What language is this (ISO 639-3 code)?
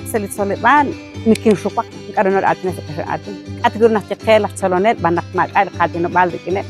kek